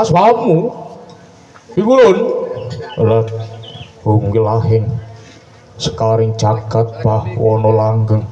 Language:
Javanese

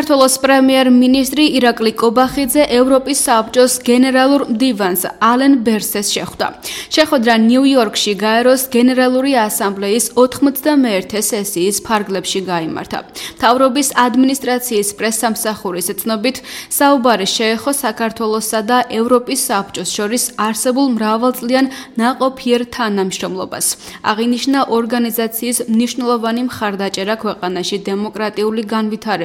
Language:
Georgian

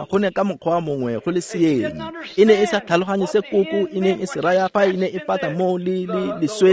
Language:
Tswana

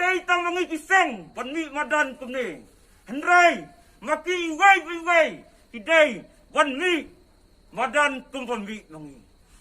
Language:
Khasi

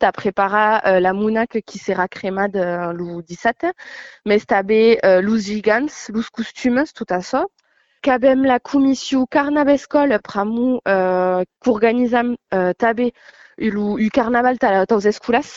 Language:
Occitan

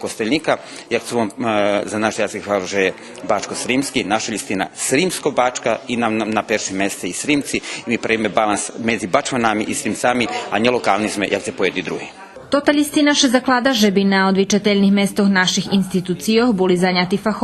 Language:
Rusyn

